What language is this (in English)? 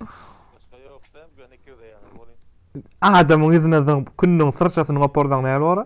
Turkmen